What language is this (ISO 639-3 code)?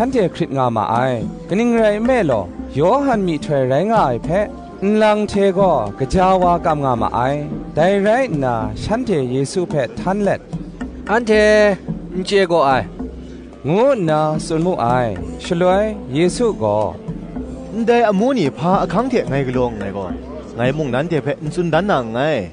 kac